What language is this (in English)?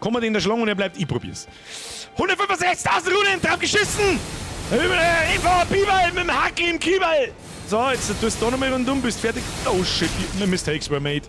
Bavarian